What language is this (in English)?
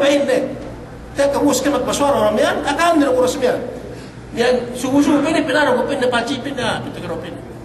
Yakan